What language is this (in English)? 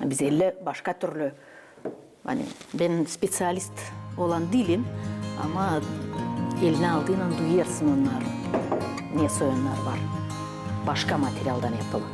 Gagauz